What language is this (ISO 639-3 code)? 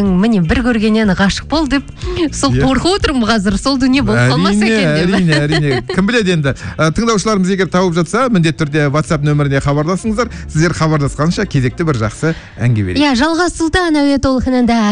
kaz